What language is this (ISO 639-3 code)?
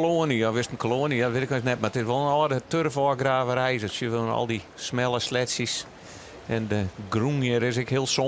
fry